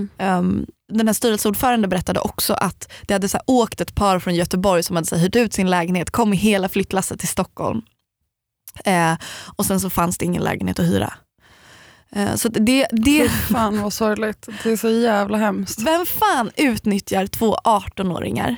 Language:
Swedish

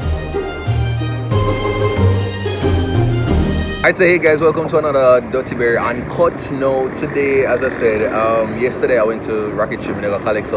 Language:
Jamaican Creole English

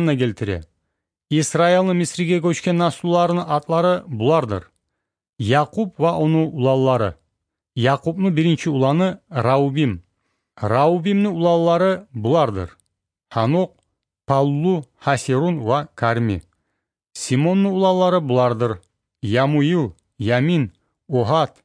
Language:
Kumyk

